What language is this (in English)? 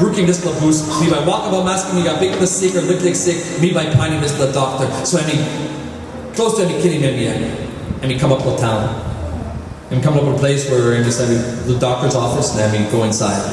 Tok Pisin